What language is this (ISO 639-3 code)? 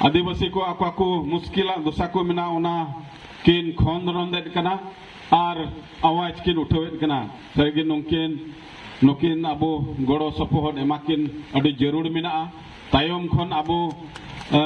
sat